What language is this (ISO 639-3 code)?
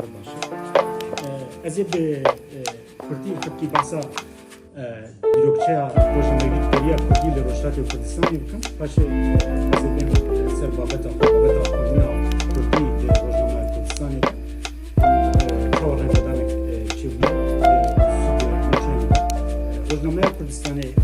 kur